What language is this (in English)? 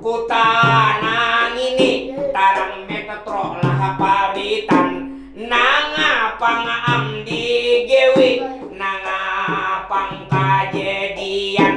Banjar